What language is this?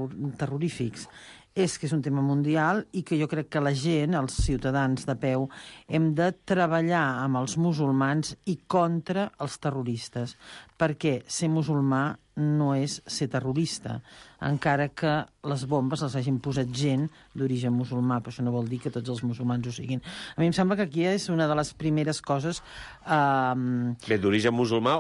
Catalan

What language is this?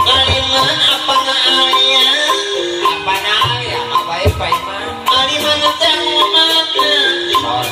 Betawi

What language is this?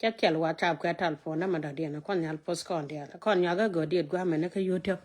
Nuer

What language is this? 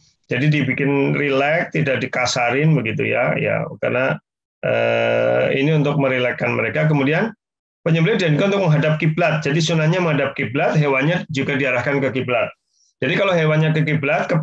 Indonesian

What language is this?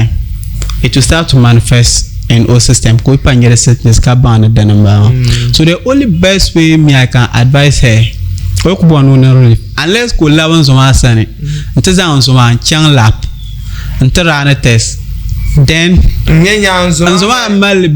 Dagbani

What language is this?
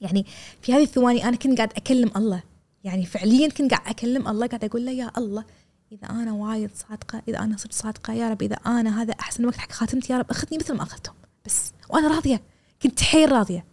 Gulf Arabic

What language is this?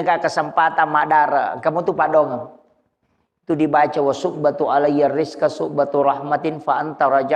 Buginese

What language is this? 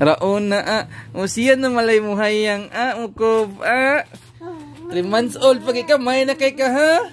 Cebuano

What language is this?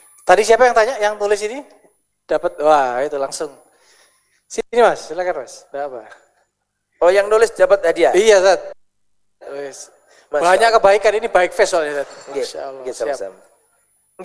Indonesian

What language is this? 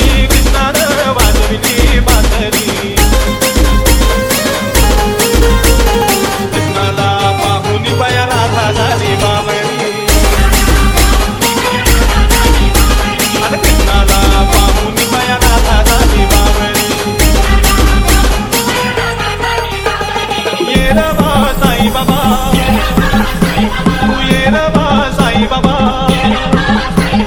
Marathi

